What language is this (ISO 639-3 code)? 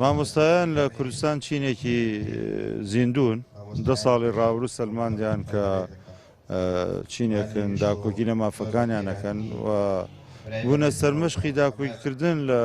ckb